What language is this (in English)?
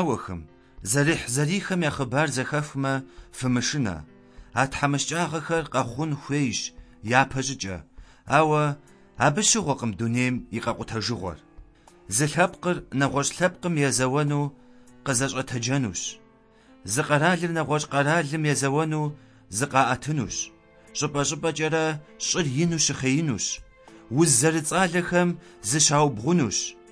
Kabardian